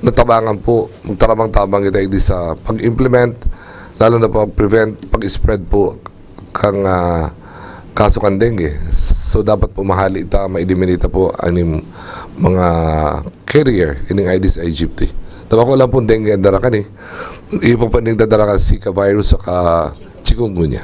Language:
Bikol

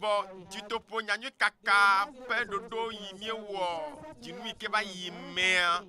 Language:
Ewe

